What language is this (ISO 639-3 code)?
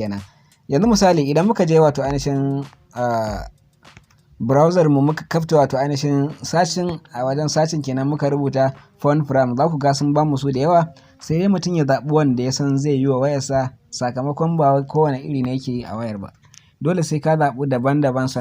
hau